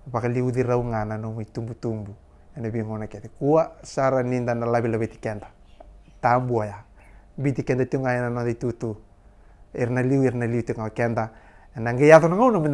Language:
Fijian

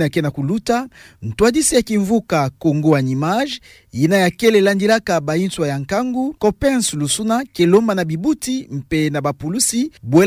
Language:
Kituba (Democratic Republic of Congo)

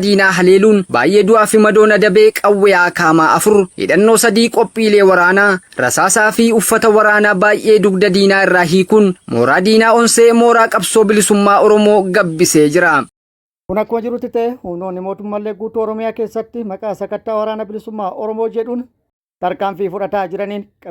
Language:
Oromo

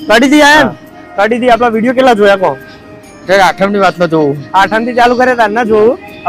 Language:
Gujarati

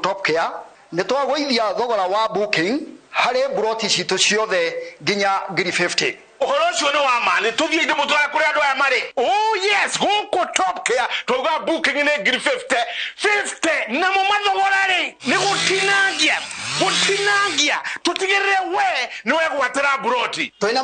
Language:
Kikuyu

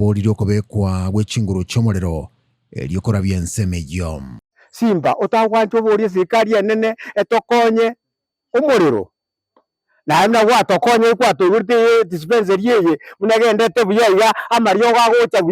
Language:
Gusii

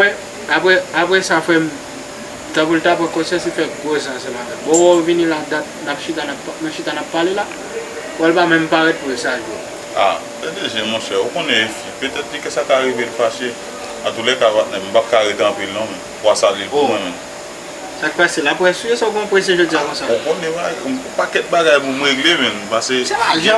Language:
Haitian Creole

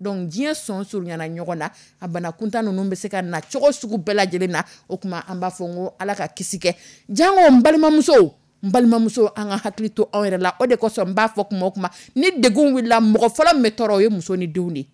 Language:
Dyula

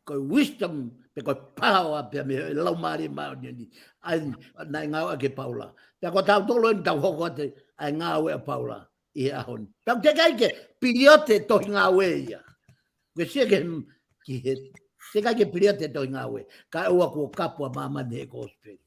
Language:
Tongan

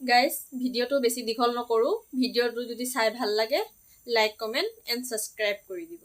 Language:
Assamese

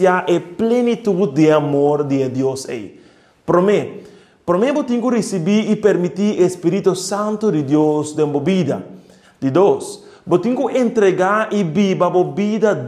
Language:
Papiamento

